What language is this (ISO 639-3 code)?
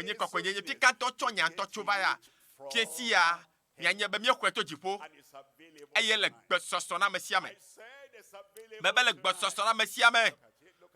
ewe